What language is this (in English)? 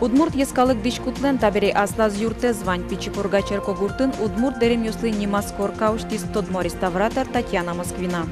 Udmurt